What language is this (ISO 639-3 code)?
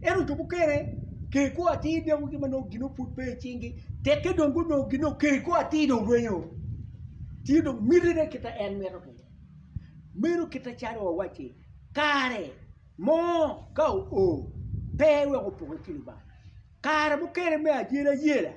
ach